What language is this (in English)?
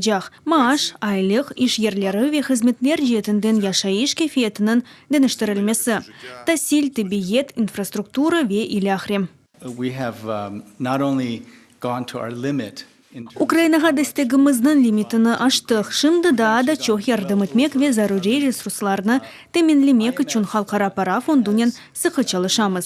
Crimean Tatar